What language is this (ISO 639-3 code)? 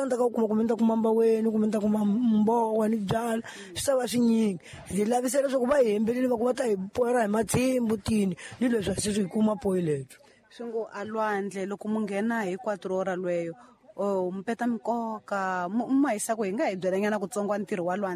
tso